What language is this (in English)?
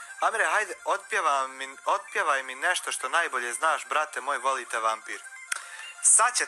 Bosnian